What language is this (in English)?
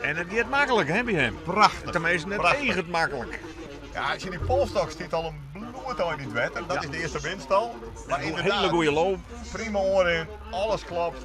Western Frisian